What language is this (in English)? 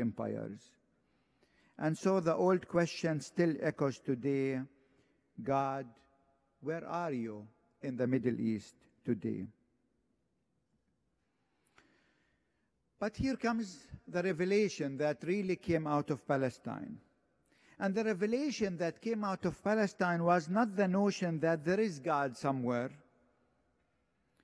English